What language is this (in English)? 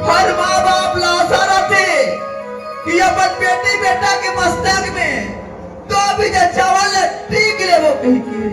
Chhattisgarhi